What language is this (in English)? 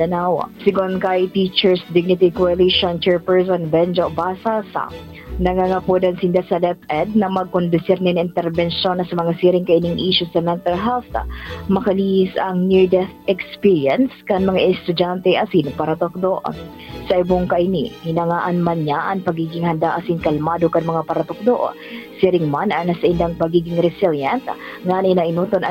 Bikol